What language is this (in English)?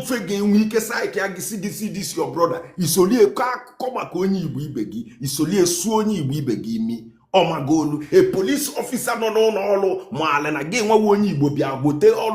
Igbo